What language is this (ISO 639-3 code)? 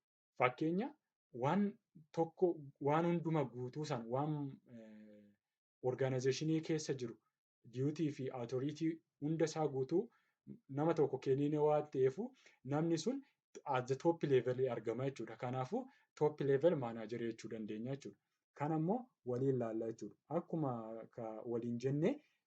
orm